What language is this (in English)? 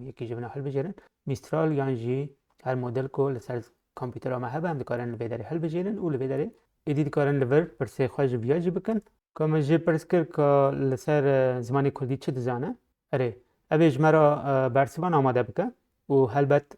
Kurdish